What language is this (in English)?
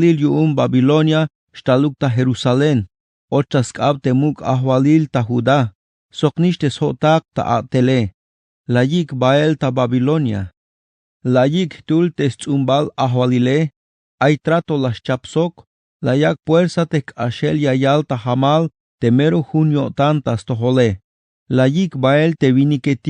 Tzeltal